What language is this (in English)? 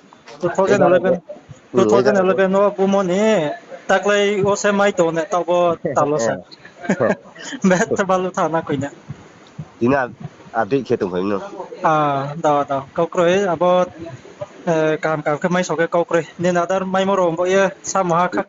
Riang (India)